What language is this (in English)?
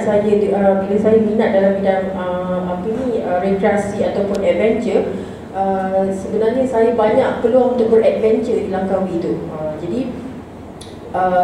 Malay